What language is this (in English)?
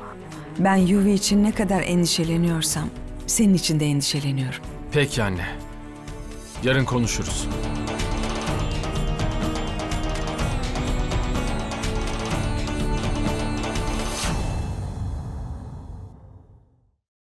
Turkish